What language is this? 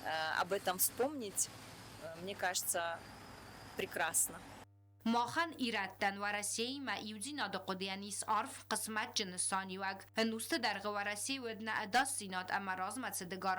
Ossetic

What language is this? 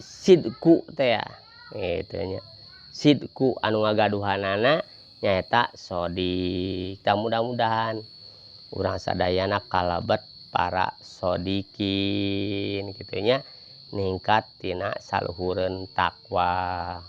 Sundanese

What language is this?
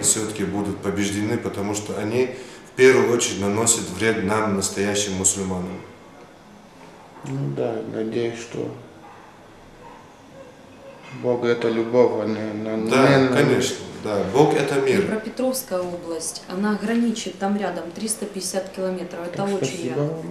Russian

